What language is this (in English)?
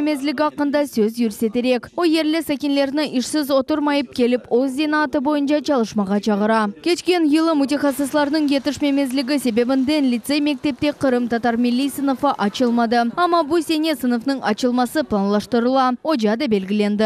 Crimean Tatar